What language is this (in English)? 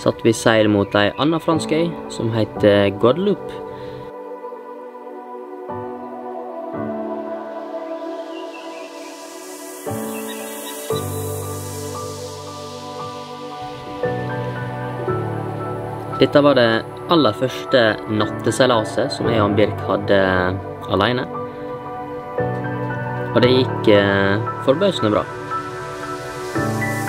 Norwegian